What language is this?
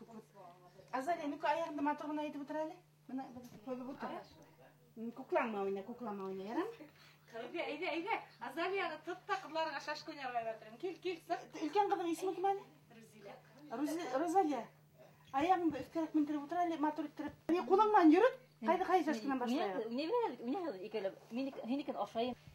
Bashkir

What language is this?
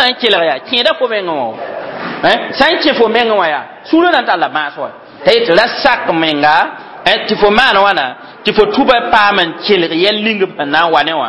Mossi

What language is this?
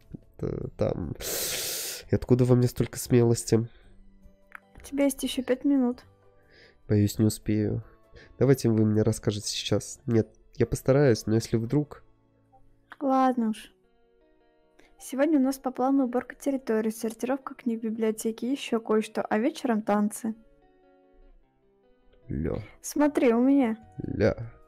Russian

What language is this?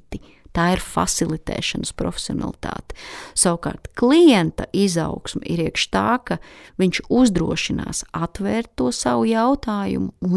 Latvian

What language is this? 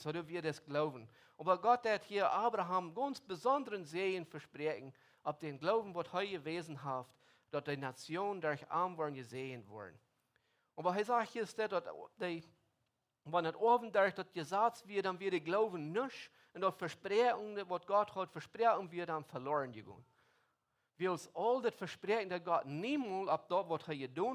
Plautdietsch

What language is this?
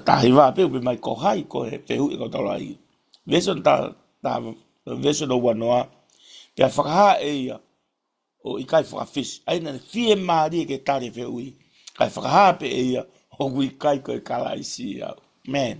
Tongan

